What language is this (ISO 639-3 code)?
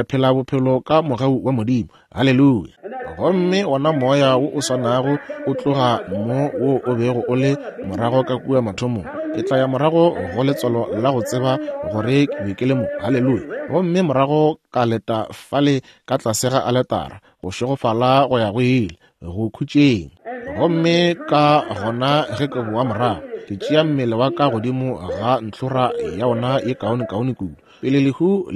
nso